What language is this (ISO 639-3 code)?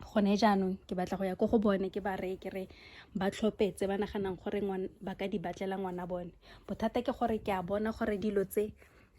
tsn